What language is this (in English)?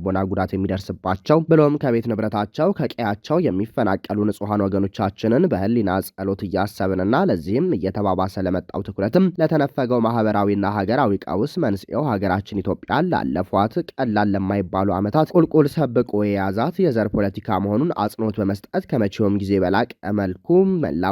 Amharic